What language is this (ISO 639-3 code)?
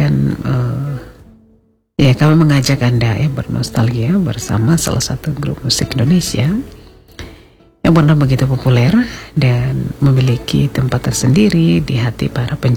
ind